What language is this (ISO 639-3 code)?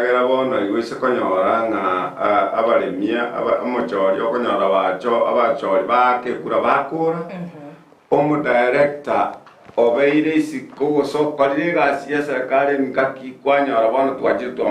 guz